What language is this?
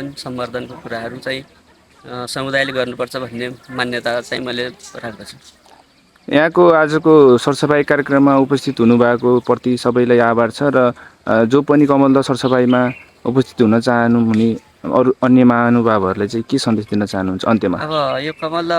Nepali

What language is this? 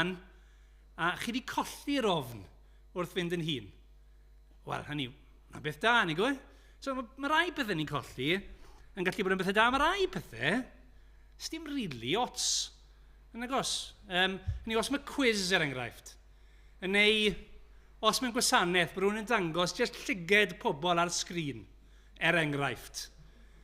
Welsh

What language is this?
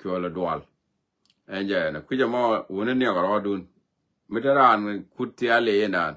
Nuer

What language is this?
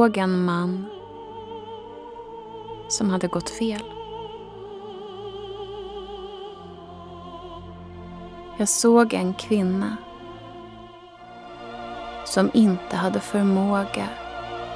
Swedish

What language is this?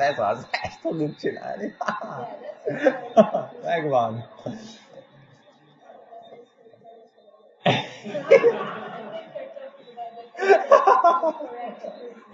Hungarian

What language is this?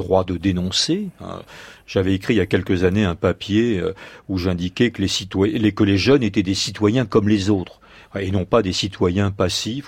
French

